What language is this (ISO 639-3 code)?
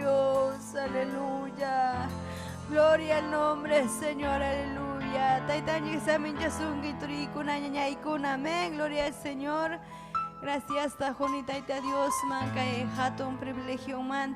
quy